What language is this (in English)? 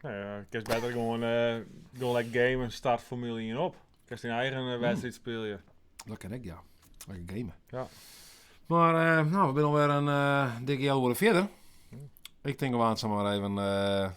Western Frisian